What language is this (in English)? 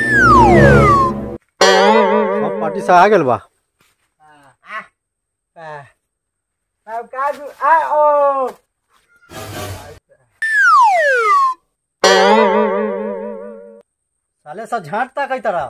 Bhojpuri